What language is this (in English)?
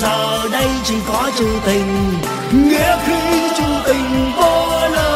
Vietnamese